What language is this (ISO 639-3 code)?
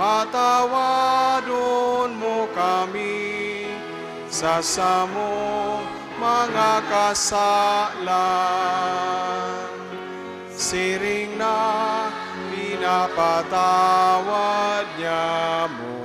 bik